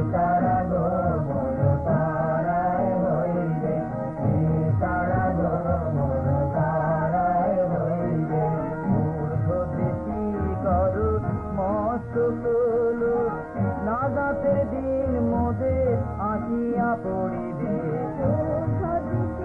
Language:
Bangla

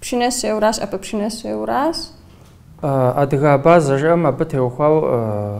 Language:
Kabardian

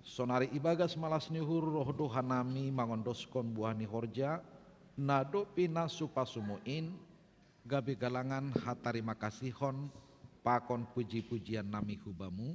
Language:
Batak Simalungun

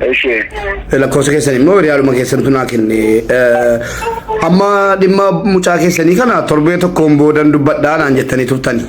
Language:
Oromo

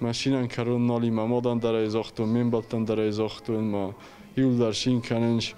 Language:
Ossetic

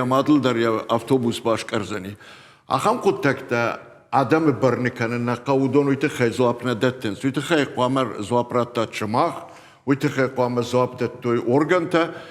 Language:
Ossetic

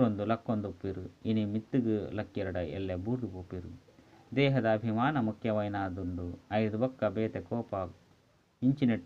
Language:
Tulu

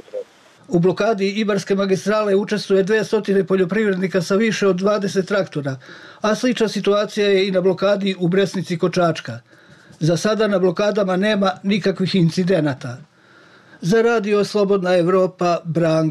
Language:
Bosnian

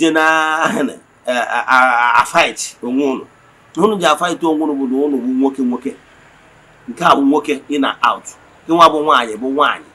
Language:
Igbo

